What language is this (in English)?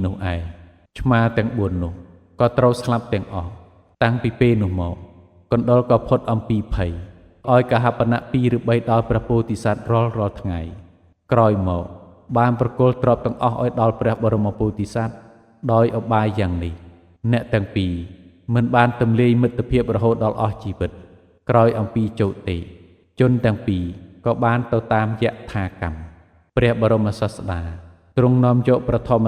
Khmer